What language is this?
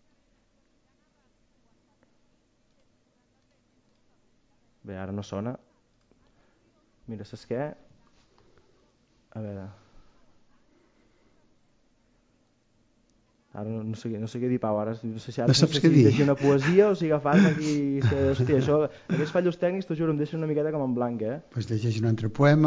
Catalan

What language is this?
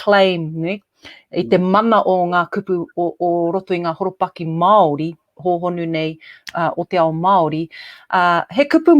Māori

